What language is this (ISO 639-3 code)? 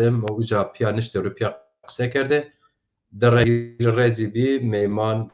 zza